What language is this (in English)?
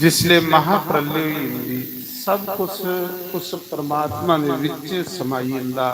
Dogri